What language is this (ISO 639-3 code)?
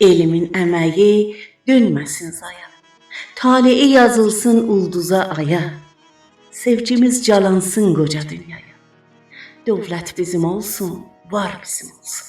azb